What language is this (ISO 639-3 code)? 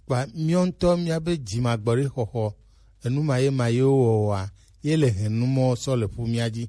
gej